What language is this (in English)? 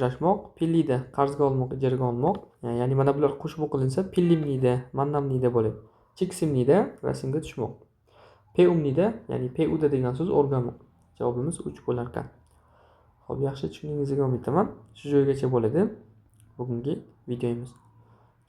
Uzbek